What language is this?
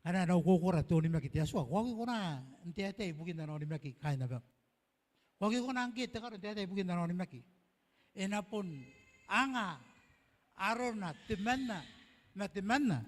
Gilbertese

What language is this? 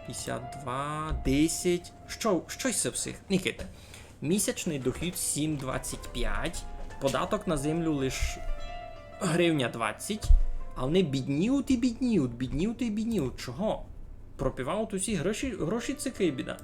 Rusyn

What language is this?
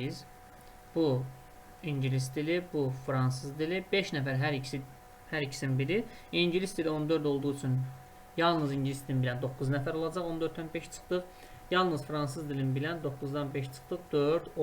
Azerbaijani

